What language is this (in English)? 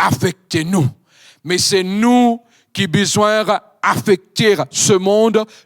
Morisyen